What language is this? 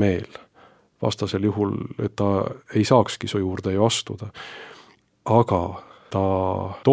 Estonian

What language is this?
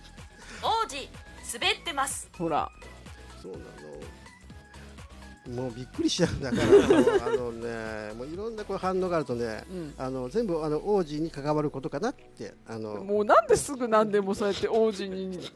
Japanese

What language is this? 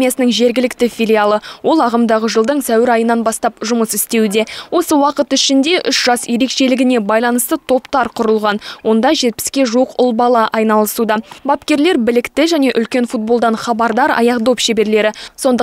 Kazakh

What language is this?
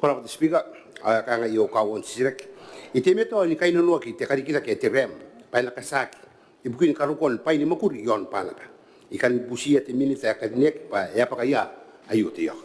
Gilbertese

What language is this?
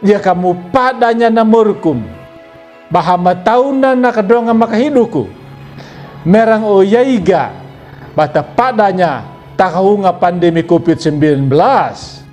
Anakalangu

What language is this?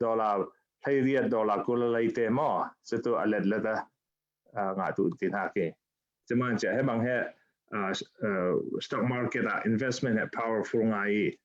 Falam Chin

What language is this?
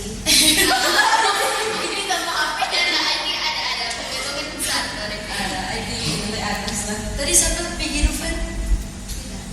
Manado Malay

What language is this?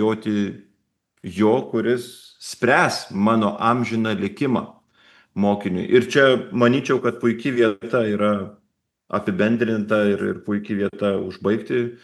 Lithuanian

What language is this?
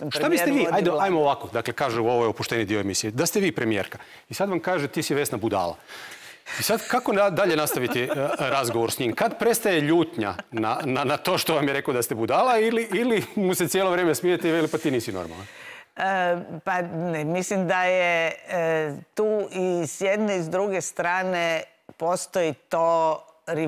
Croatian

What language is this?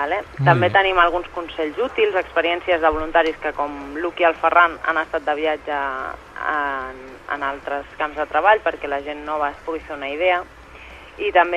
Catalan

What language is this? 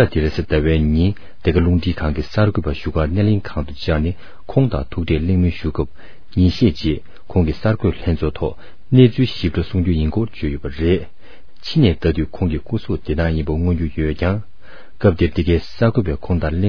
Tibetan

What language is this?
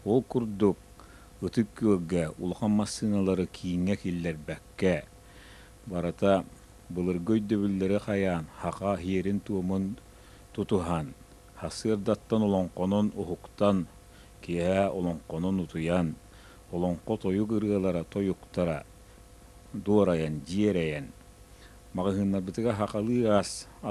Yakut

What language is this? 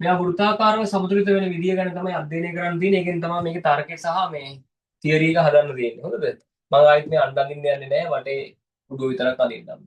Sinhala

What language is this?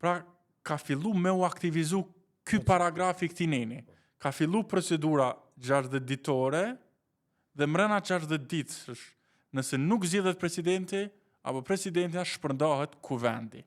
Albanian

